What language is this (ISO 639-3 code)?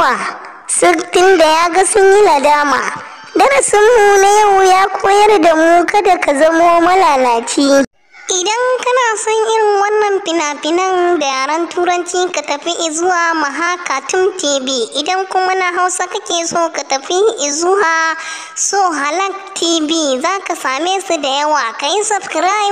hau